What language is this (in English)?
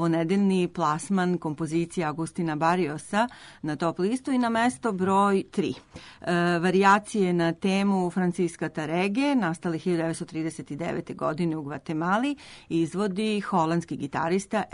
Serbian